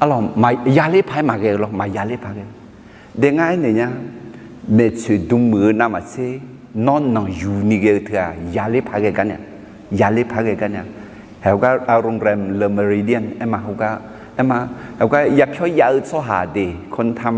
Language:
Akha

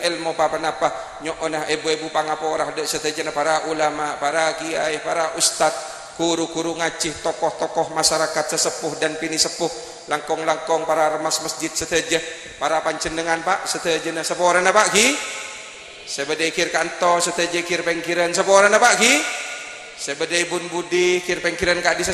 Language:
Madurese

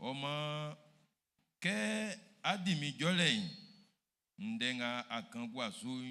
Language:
Baoulé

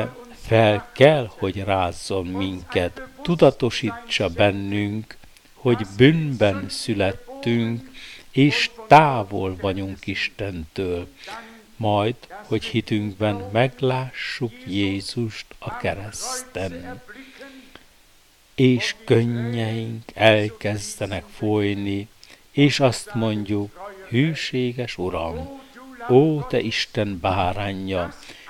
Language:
Hungarian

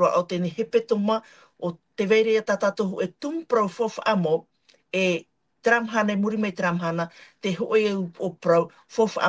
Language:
Tahitian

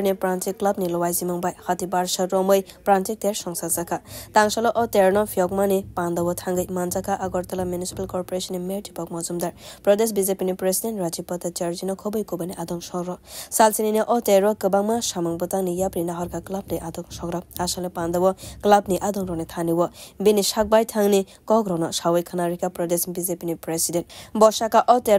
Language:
Kok Borok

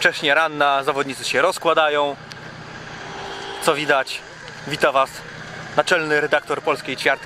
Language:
Polish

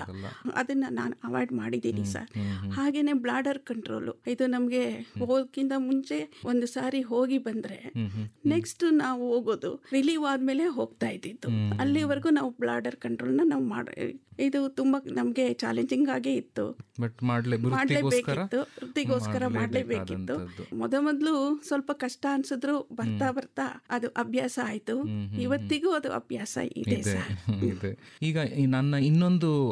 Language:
Kannada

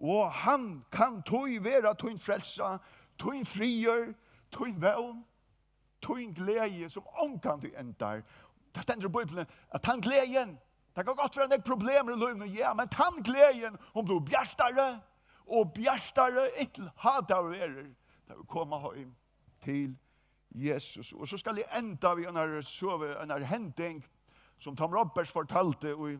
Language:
Faroese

